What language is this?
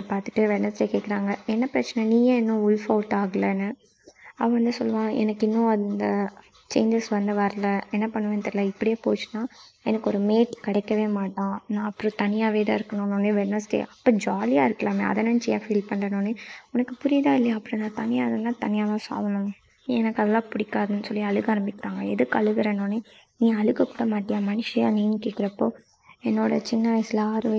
Tamil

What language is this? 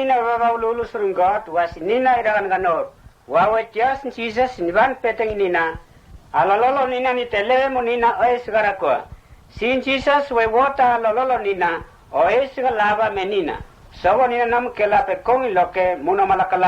Mota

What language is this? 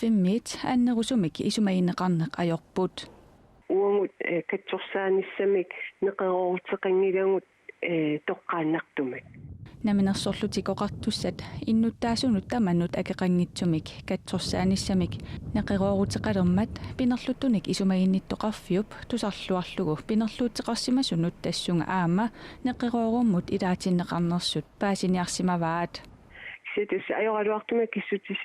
Kalaallisut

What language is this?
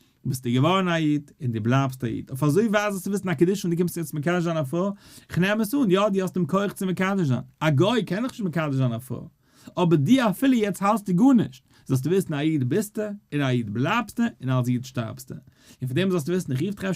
Yiddish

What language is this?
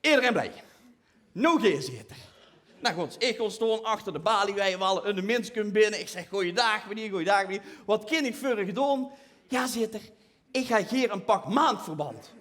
Limburgish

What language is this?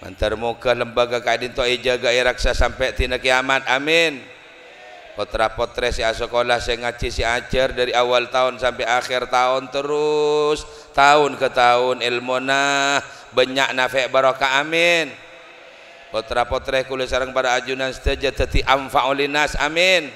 Madurese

